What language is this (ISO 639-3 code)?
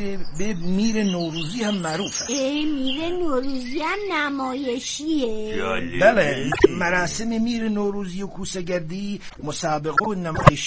fas